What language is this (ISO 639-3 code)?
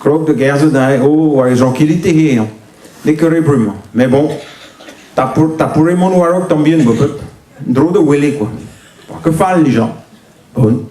bre